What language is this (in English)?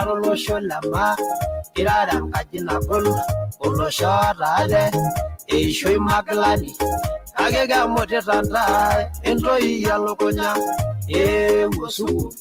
Masai